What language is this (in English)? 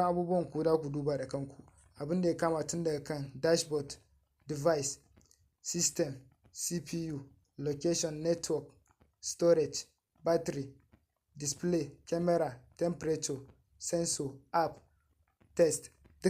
Hausa